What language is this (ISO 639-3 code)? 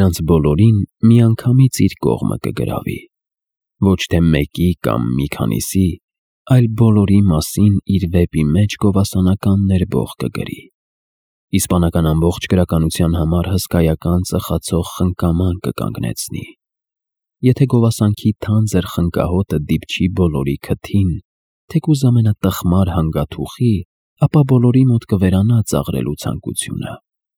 hye